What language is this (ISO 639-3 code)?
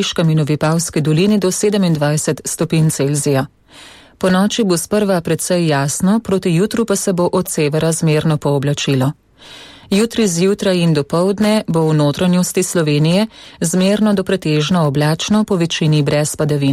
slv